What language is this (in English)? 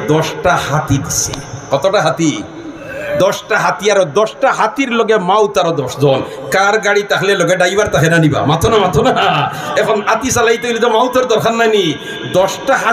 Sylheti